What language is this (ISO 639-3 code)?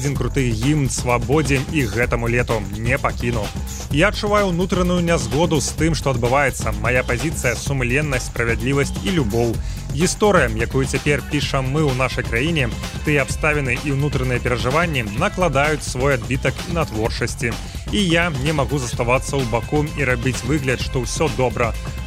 bel